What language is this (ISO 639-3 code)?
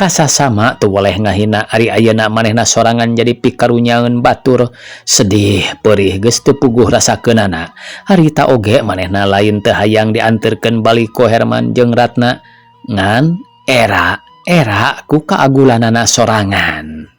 sun